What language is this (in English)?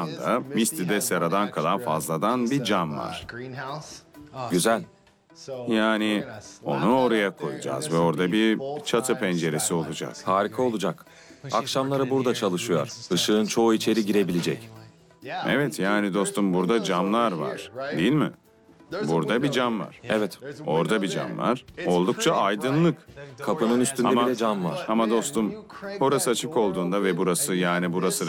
Turkish